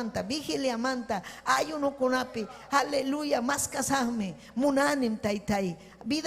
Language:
Ayacucho Quechua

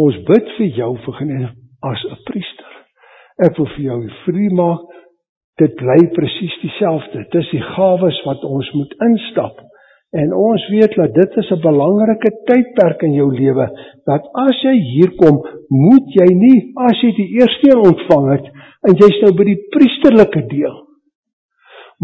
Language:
Afrikaans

